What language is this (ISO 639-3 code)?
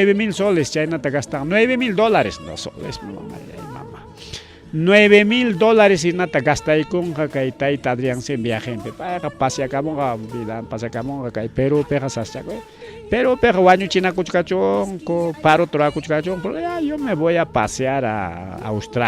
quy